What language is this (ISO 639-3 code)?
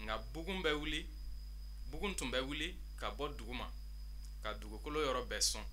bam